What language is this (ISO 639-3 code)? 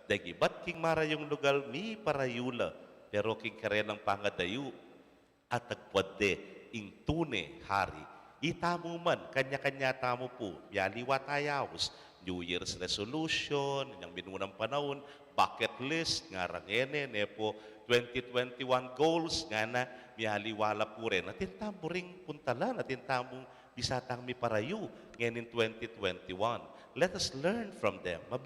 pam